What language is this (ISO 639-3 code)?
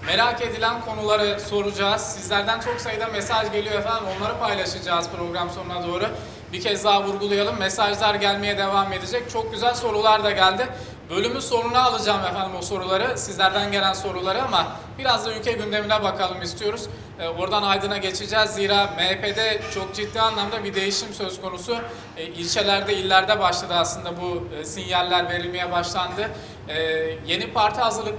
tur